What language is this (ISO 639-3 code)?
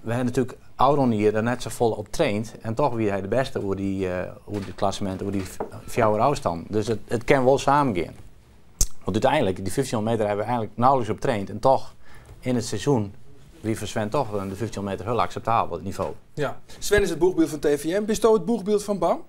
fry